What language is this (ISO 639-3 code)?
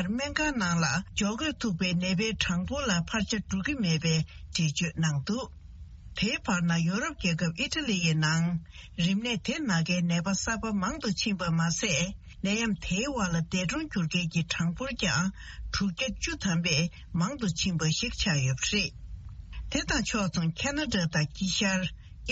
bod